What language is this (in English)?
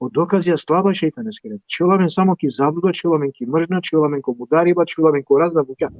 Balkan Romani